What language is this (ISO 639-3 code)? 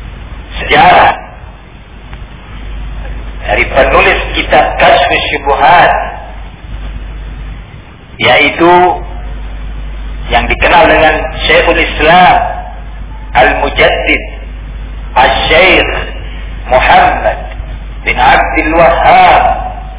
ind